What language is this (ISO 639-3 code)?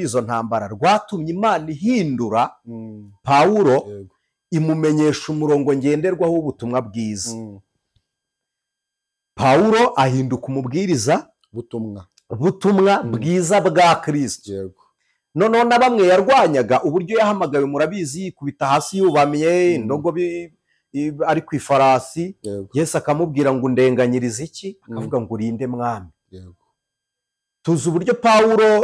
kin